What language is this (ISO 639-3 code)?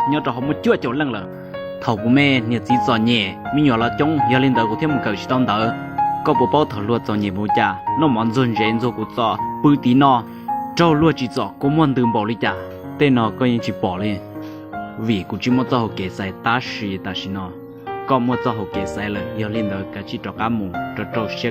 hmn